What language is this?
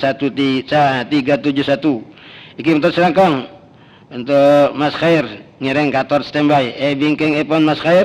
Madurese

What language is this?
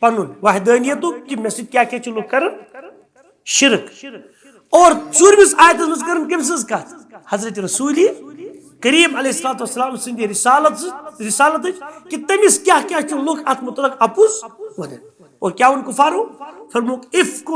Kashmiri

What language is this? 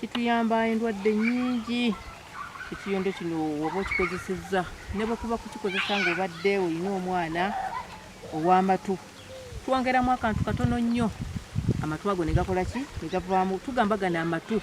Ganda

